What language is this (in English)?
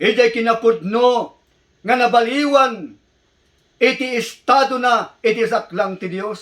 Iloko